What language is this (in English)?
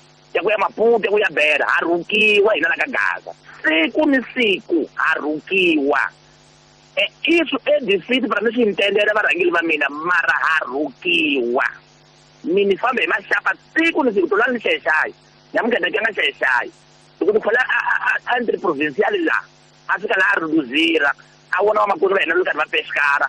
Tsonga